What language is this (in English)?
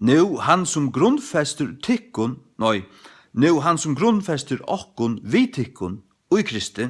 Faroese